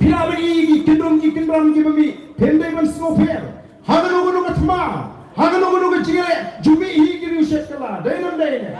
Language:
Khasi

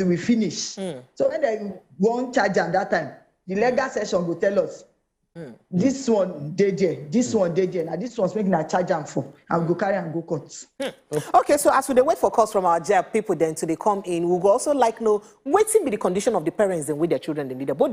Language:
Nigerian Pidgin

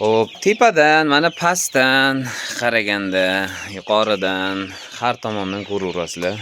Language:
Uzbek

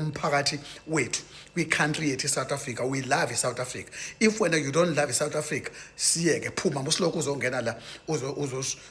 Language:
Zulu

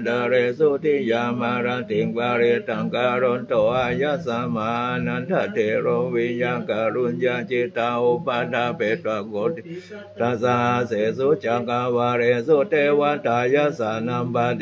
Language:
Pali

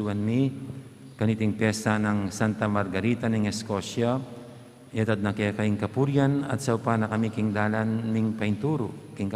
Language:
Pampanga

